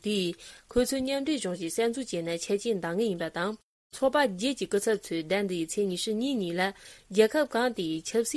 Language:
Tibetan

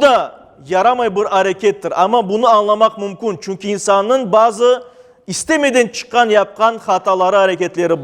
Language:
Crimean Tatar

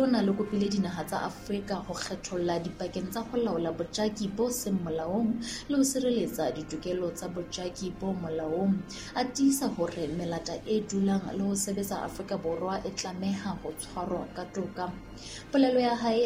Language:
Southern Sotho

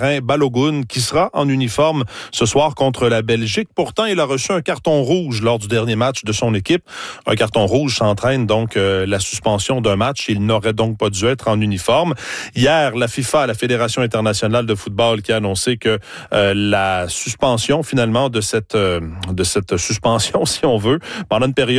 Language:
French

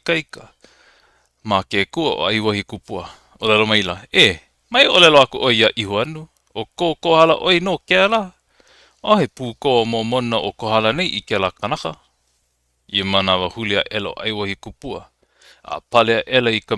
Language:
Hawaiian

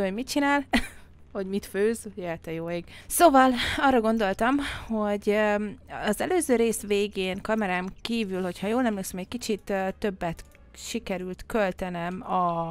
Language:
Hungarian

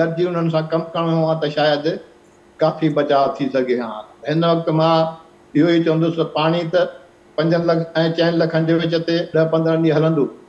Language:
Sindhi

